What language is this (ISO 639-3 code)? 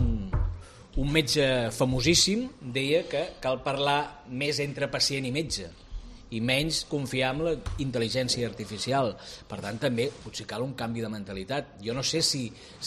cat